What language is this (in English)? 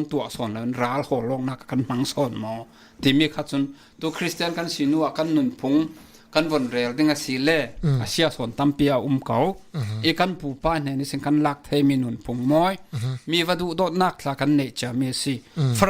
Falam Chin